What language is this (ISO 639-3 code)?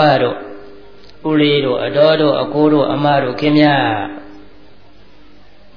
mya